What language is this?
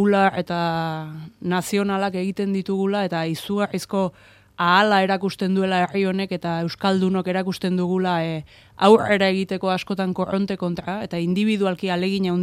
Basque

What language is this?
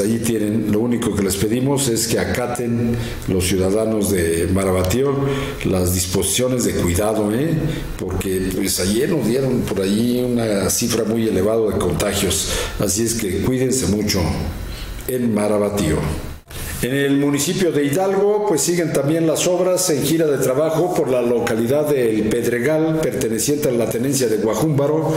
Spanish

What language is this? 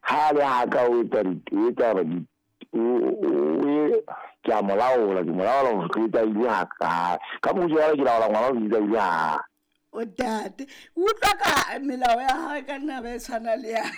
Southern Sotho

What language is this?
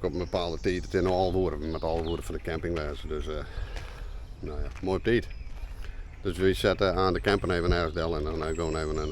Western Frisian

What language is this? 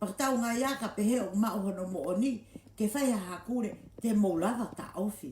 Tongan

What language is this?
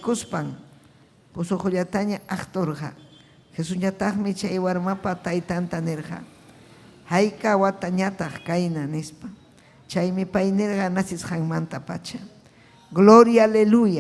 Ayacucho Quechua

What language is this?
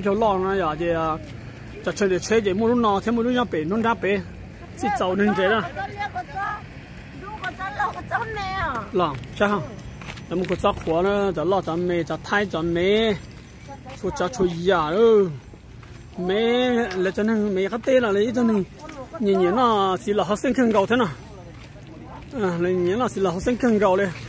Vietnamese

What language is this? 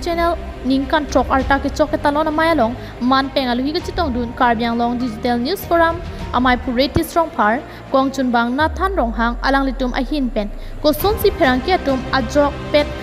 Karbi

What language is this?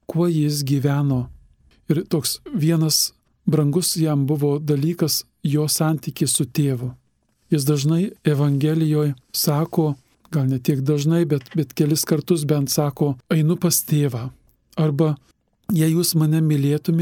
Lithuanian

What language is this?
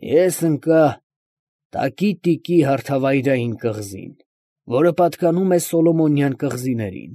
Armenian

